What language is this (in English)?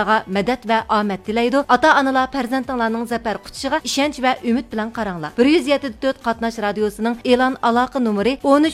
Uyghur